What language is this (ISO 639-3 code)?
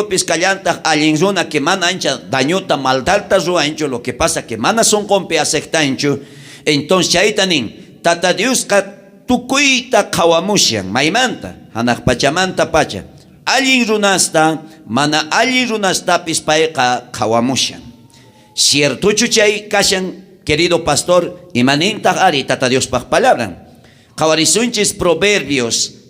quh